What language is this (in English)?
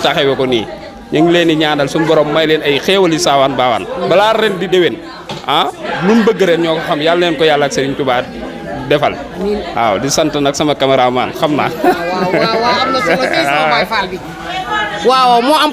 Wolof